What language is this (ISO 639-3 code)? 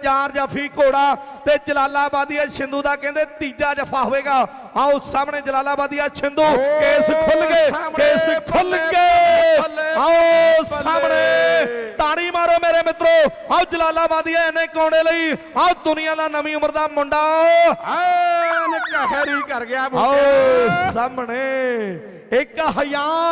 pan